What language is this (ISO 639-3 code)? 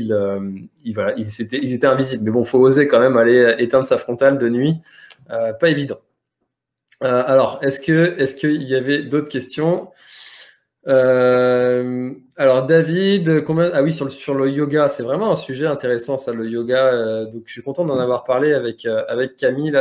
fra